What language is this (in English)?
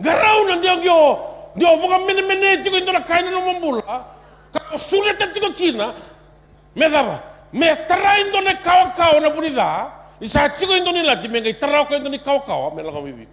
Fijian